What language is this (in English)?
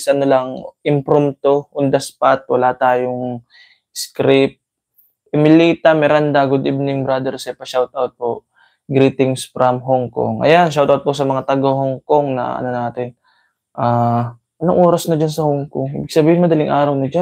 Filipino